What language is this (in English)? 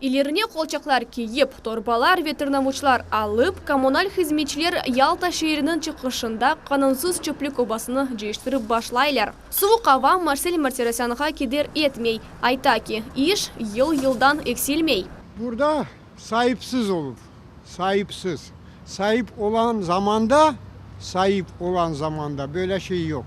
Crimean Tatar